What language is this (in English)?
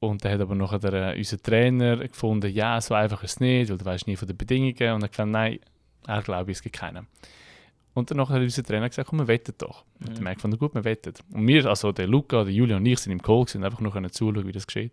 Swiss German